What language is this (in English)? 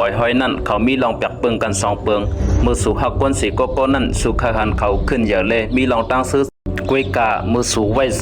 Shan